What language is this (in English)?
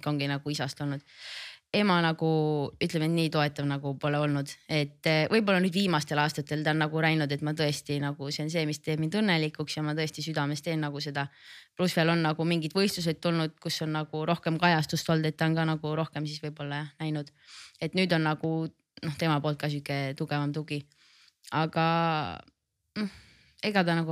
Estonian